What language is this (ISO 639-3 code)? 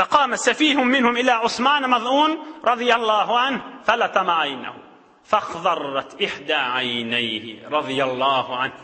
tuk